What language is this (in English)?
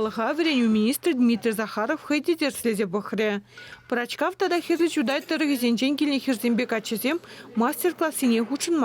Chuvash